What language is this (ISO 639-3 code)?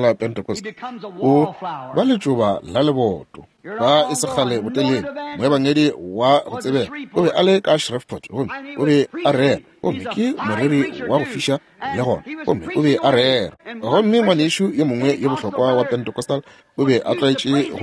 nso